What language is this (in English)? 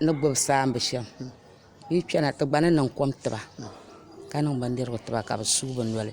Dagbani